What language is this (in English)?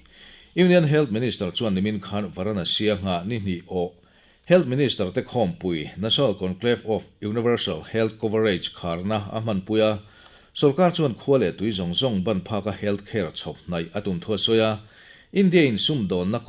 Mizo